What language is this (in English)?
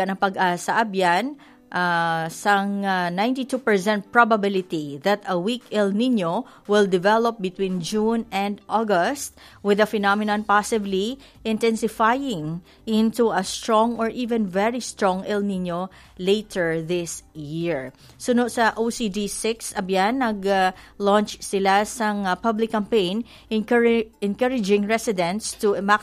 Hiligaynon